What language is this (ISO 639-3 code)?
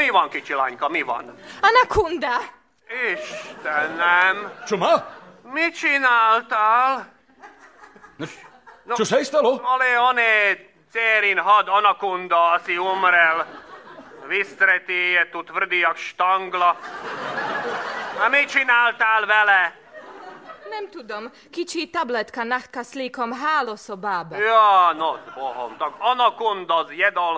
slk